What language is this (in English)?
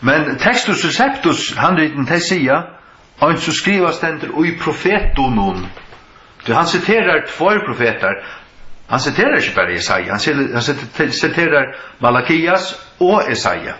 Faroese